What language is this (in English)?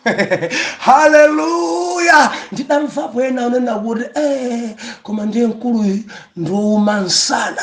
Nyanja